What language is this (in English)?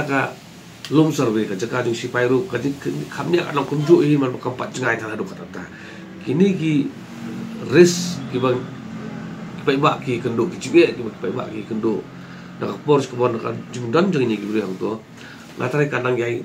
Khasi